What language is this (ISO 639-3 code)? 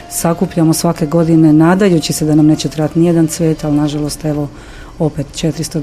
hrv